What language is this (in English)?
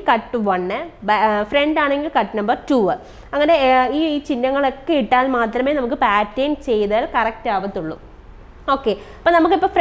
Malayalam